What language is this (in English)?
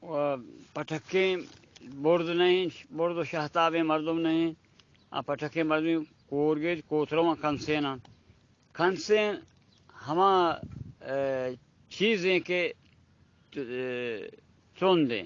Baluchi